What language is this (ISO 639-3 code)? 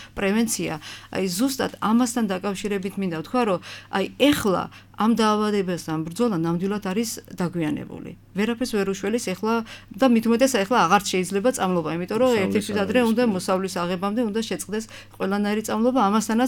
kat